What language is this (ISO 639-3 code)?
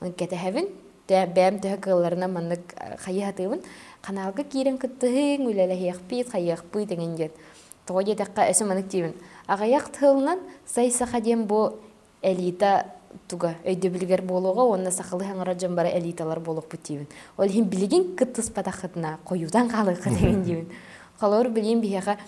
sah